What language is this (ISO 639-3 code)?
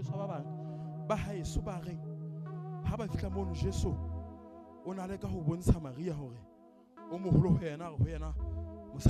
sot